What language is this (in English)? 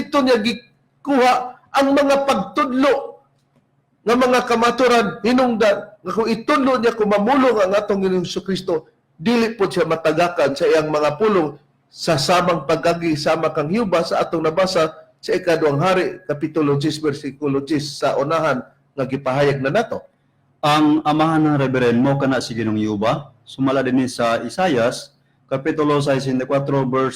Cebuano